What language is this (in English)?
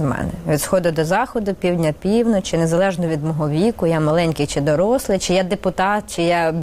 Ukrainian